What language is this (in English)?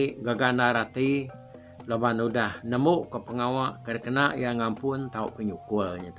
Iban